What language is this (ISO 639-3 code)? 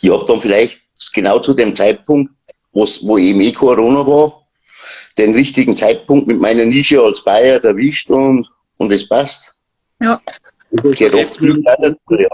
bar